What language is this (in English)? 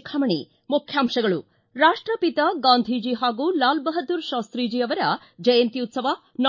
Kannada